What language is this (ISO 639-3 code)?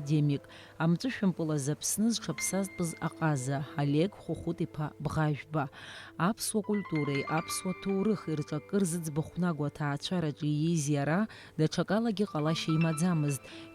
abk